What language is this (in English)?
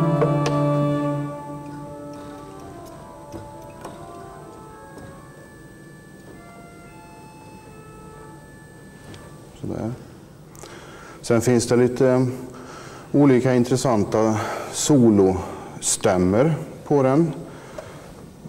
Swedish